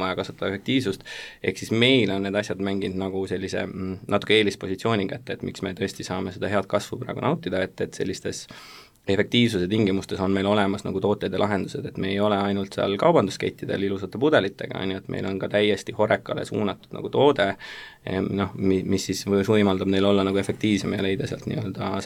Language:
Estonian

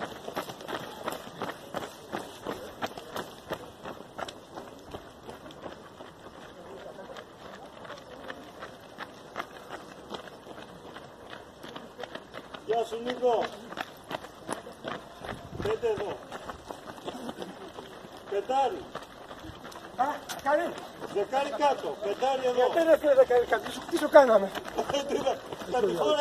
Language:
Greek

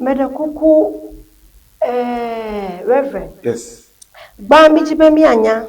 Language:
Ewe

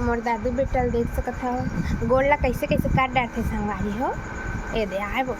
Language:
Chhattisgarhi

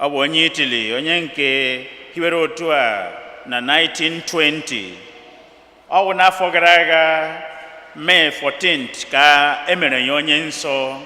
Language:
Igbo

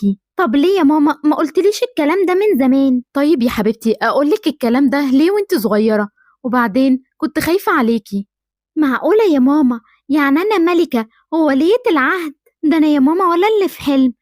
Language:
Egyptian Arabic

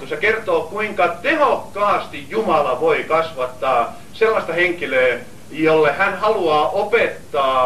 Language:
Finnish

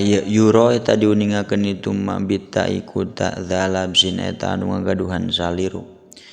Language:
Sundanese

